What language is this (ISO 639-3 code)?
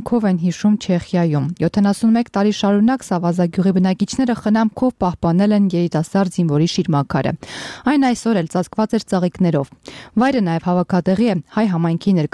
hye